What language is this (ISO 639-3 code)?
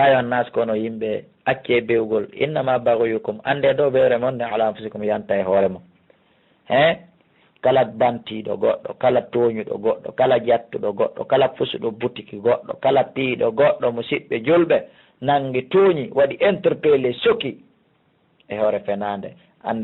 ful